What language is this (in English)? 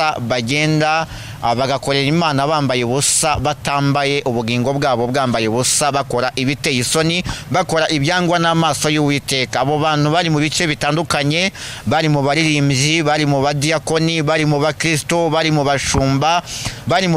Kinyarwanda